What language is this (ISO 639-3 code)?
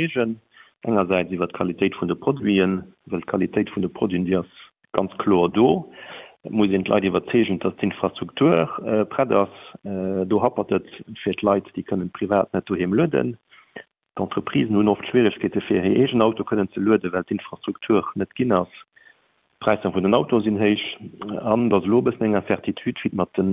ltz